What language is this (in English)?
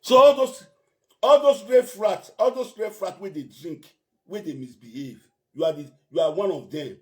Nigerian Pidgin